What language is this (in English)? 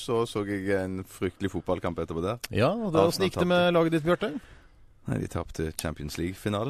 Norwegian